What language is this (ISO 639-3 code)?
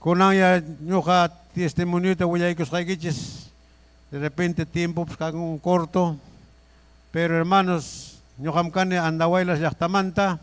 quy